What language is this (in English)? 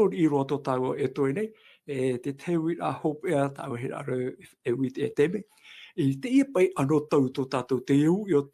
Tahitian